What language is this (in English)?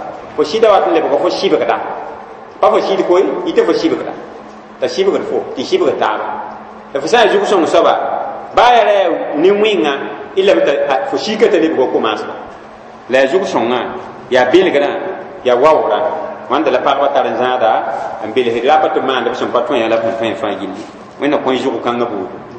Mossi